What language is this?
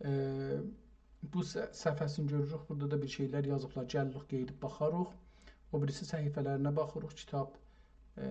South Azerbaijani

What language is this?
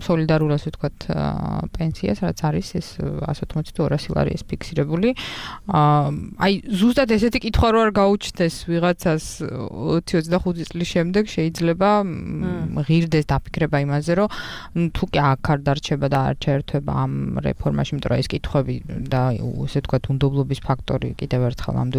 Georgian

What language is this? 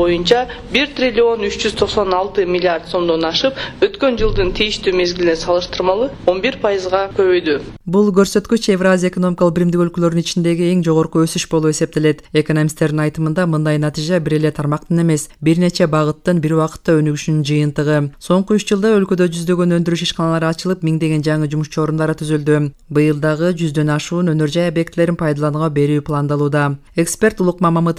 Kyrgyz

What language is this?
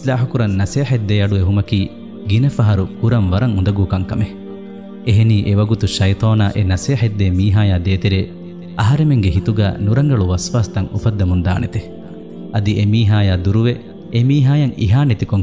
Divehi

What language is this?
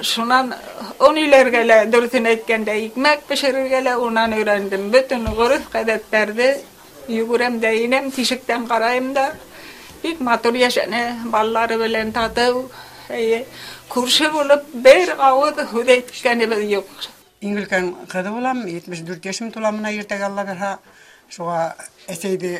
Bashkir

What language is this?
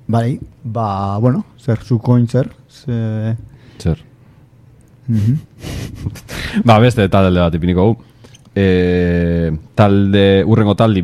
Basque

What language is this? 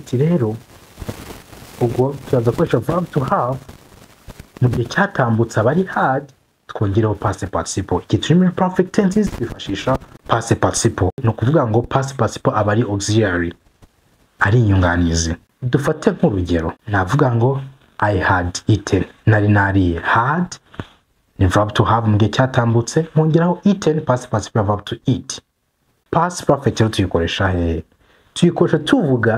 Kinyarwanda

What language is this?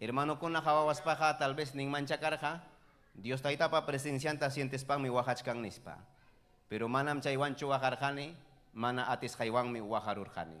Ayacucho Quechua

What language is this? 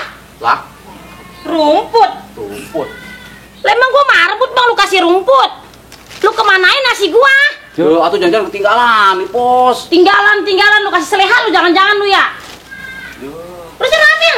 Betawi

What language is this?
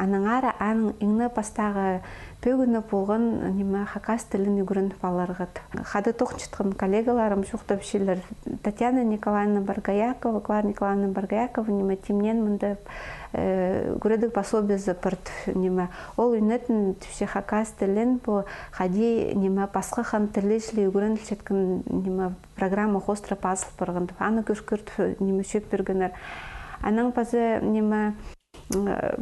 Khakas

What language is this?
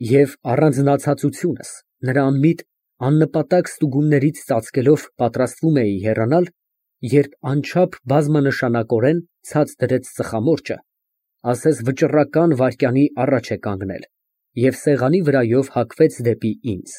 Armenian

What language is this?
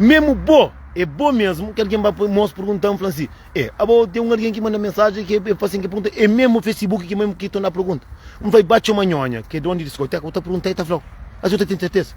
Kabuverdianu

